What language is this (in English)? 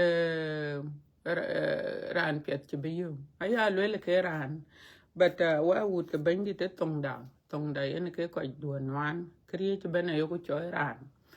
Dinka